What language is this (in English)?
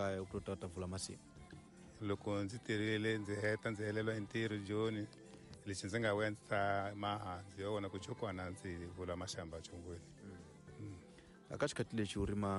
Tsonga